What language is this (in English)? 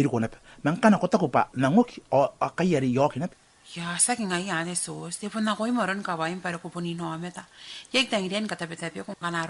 Gilbertese